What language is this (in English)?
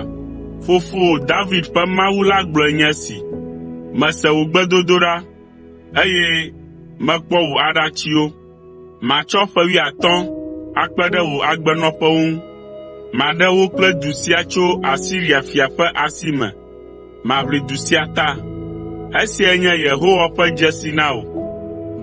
Ewe